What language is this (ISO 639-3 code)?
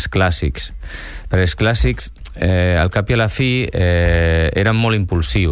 cat